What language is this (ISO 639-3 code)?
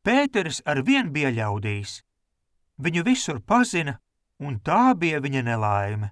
lav